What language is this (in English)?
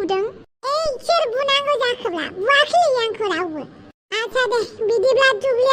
Bodo